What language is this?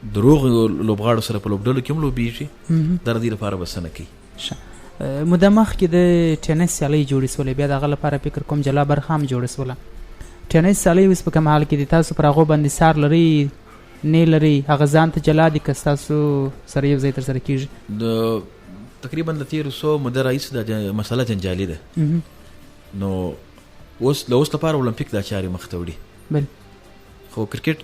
Pashto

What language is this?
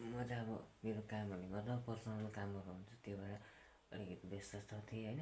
Nepali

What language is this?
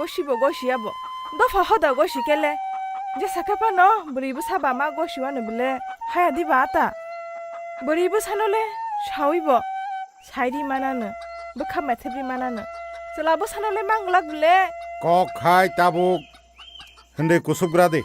Kok Borok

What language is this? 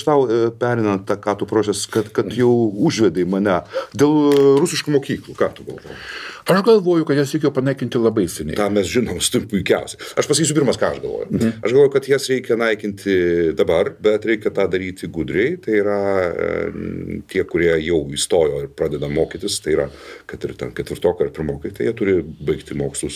Lithuanian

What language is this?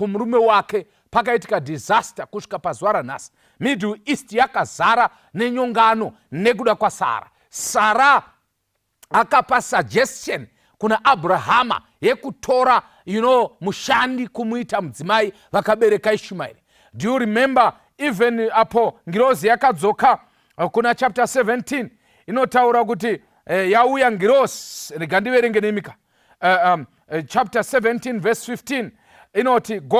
Shona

